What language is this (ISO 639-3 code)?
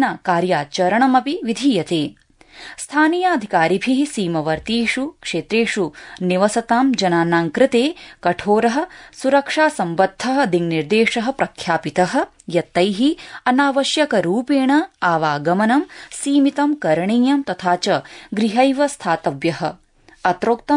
san